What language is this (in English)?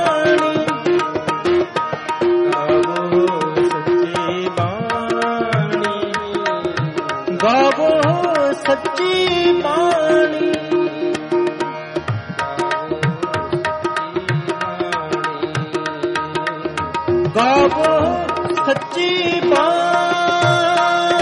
Punjabi